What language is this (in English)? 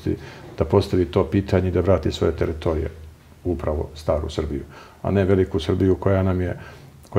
Serbian